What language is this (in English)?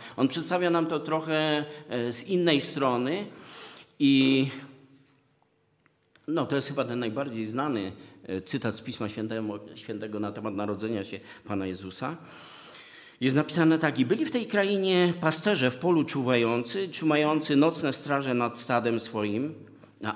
Polish